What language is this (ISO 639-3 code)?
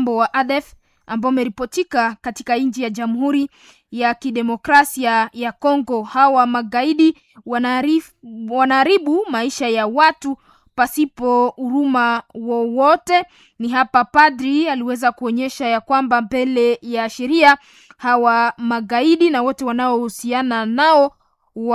swa